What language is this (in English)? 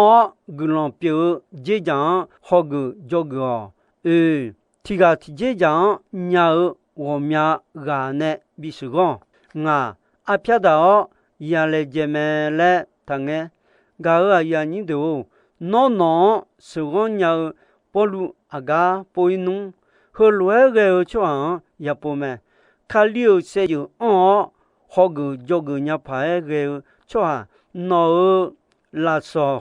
Akha